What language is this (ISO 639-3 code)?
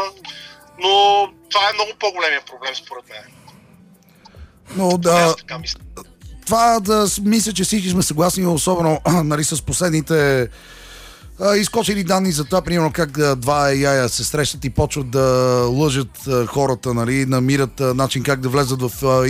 bul